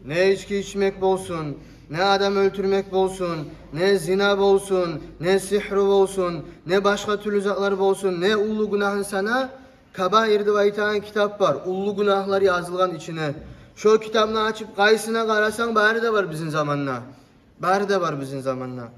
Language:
Kumyk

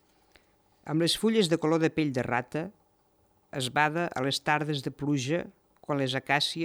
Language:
Catalan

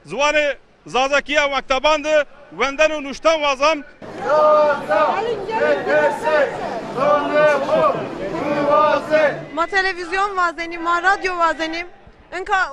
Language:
Zaza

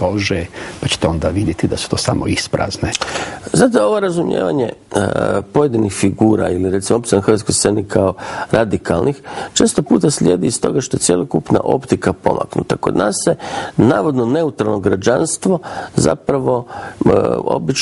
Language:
Croatian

